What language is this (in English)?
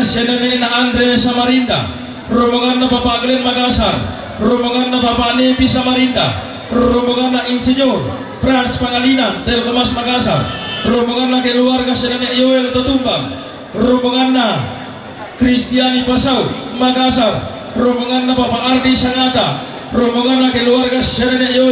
Toraja-Sa'dan